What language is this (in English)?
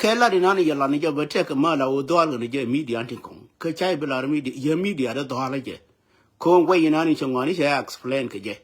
Nuer